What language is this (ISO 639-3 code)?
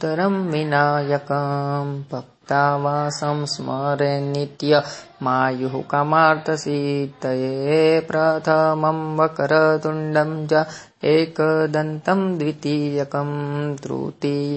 san